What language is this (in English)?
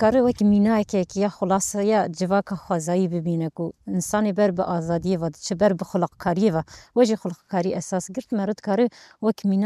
Kurdish